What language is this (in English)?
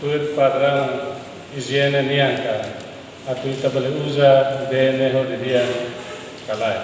Tetum